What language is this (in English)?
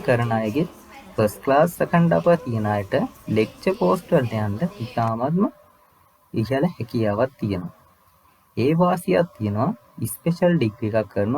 Sinhala